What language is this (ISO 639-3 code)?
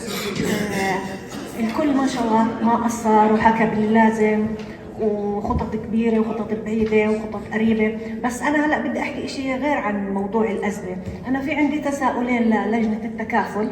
apc